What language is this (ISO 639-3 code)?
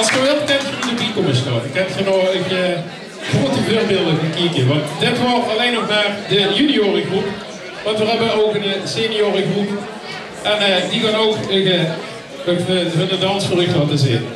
lim